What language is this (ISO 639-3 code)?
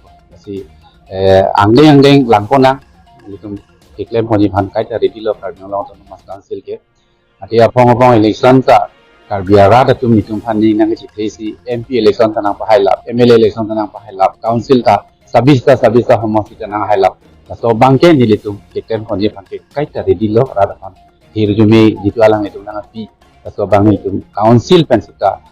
mjw